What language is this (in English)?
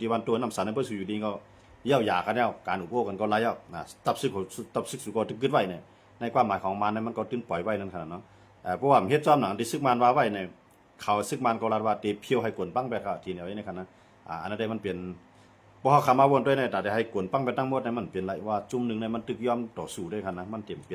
Shan